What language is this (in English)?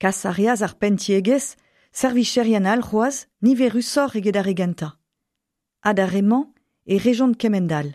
Breton